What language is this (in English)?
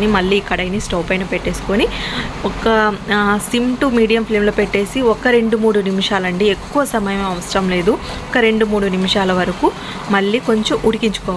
Telugu